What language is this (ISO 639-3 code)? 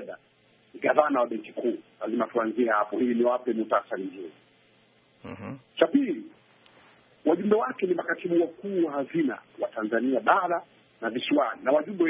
swa